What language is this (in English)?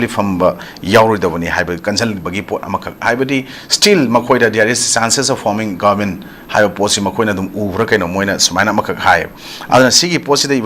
Manipuri